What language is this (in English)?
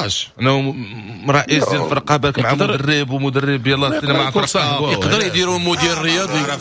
Moroccan Arabic